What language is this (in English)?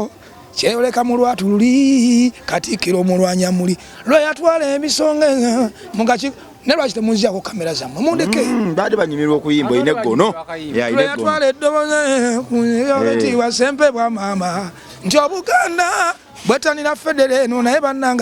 Ganda